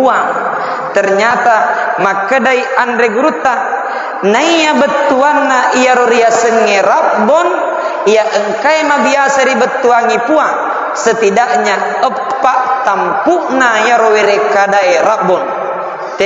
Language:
Buginese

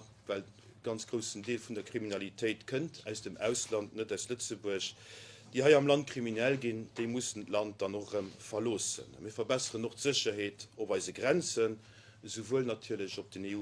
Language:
Luxembourgish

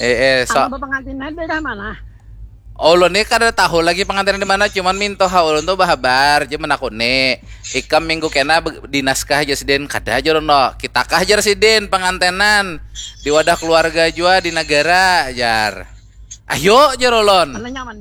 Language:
Banjar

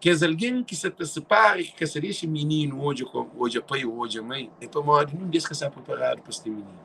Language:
Kabuverdianu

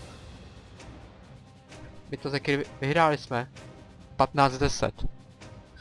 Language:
Czech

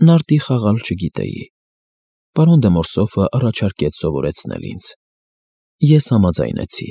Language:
Armenian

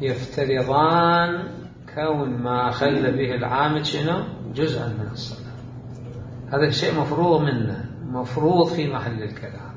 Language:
Mesopotamian Arabic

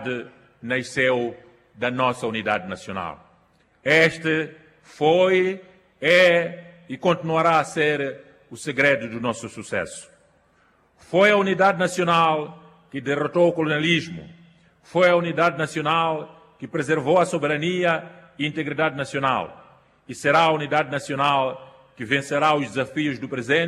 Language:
Portuguese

